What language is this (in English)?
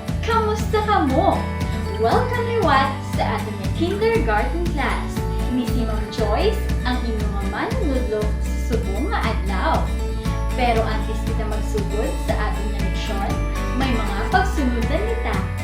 Hiligaynon